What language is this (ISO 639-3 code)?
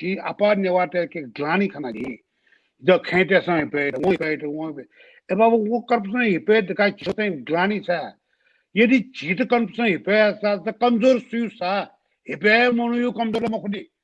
new